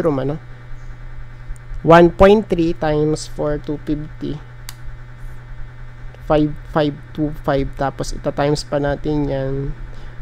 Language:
Filipino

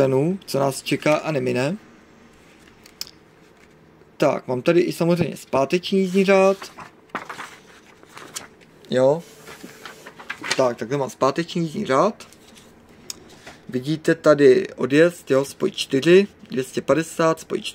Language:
Czech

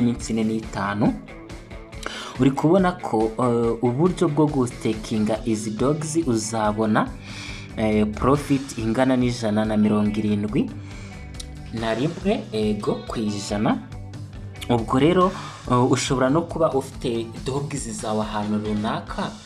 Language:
Kinyarwanda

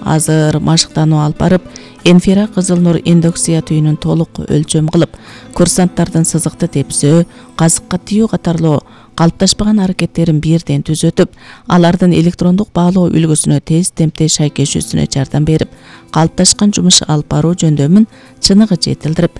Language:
Kyrgyz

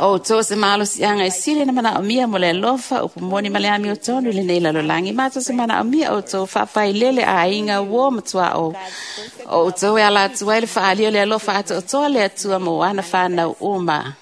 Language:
Samoan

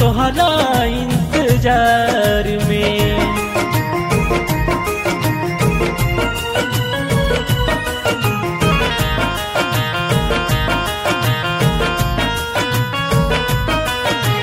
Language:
Bhojpuri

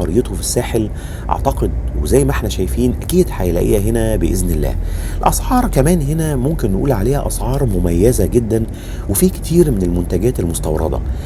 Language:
Egyptian Arabic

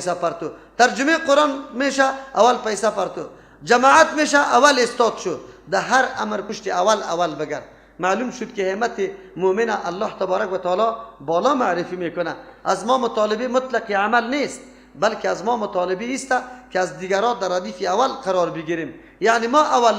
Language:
Persian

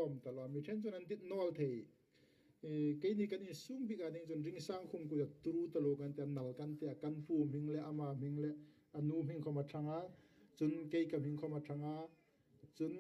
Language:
Hmar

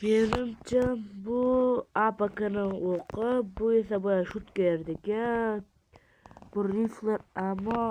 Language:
Uzbek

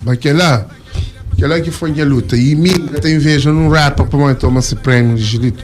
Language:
Kabuverdianu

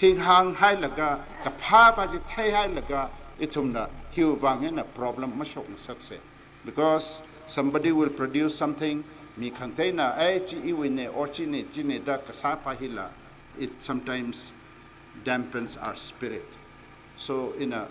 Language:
Tangkhul Naga (India)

